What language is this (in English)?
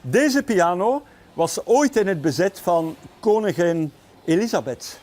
Western Frisian